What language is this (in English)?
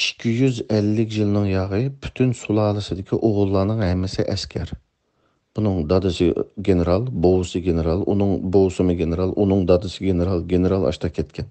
Uyghur